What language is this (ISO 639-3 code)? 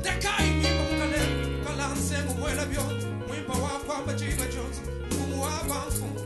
lua